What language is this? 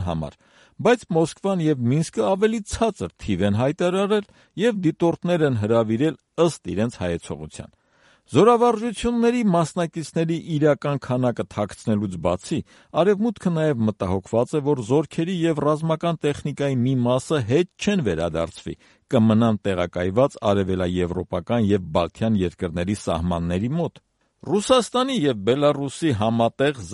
Armenian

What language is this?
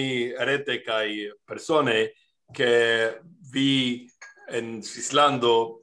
Esperanto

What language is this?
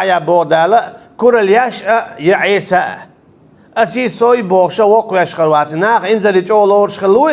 Chechen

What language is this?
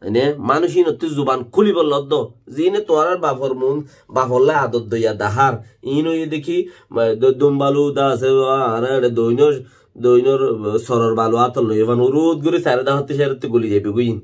Rohingya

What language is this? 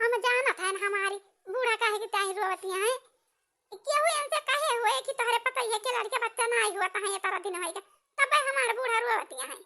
Awadhi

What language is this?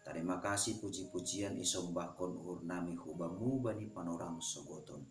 Batak Simalungun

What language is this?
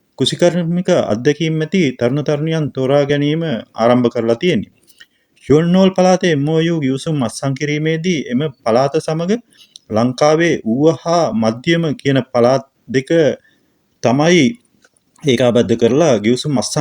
Sinhala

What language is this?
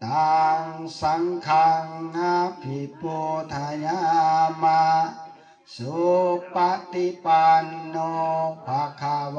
Pali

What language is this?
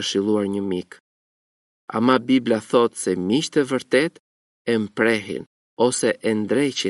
Albanian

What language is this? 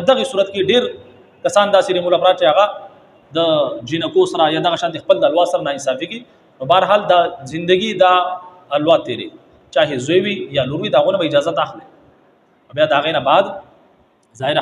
Pashto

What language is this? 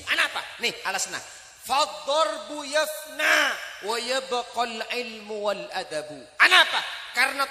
Madurese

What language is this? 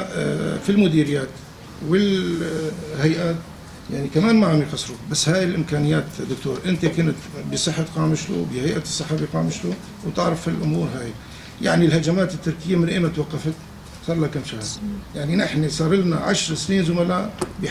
North Levantine Arabic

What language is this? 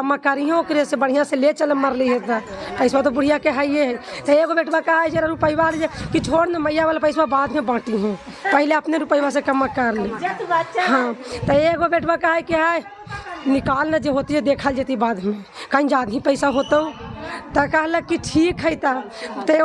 Magahi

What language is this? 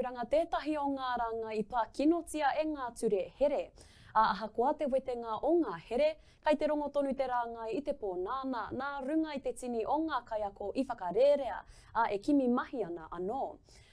Māori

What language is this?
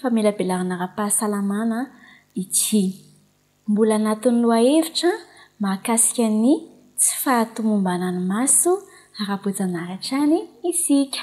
Malagasy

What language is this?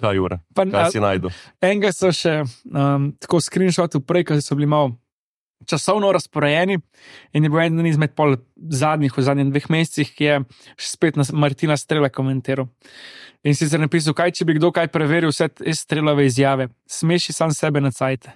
Slovenian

